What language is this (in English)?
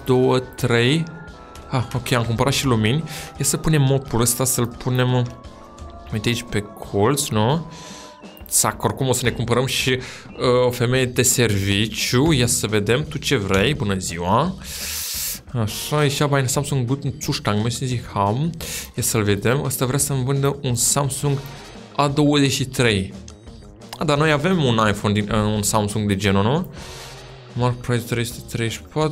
Romanian